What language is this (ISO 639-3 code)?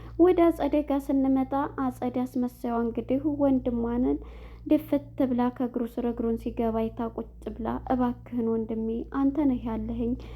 amh